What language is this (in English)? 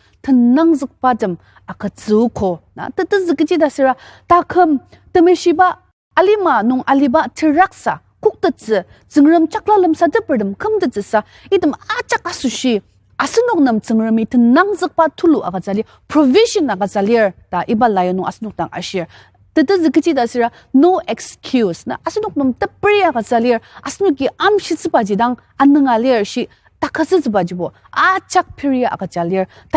Ao Naga